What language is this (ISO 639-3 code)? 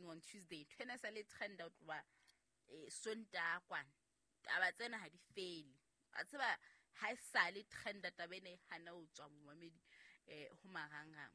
sot